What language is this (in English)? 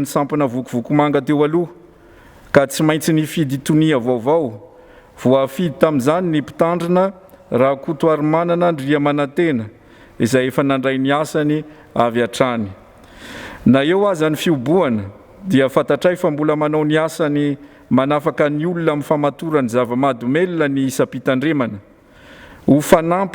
Malagasy